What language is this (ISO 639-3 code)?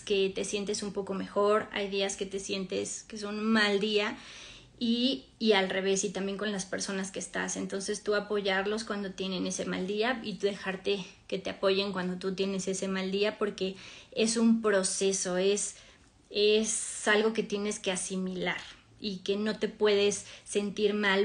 spa